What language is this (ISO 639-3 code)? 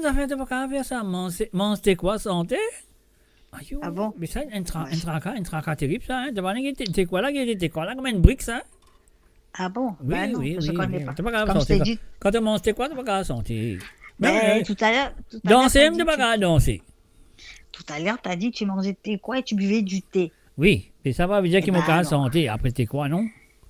mfe